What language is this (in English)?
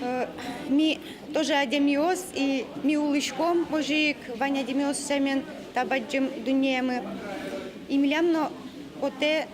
Udmurt